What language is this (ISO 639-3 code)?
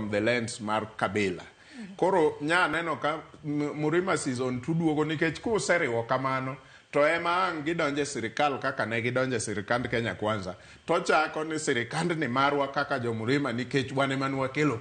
luo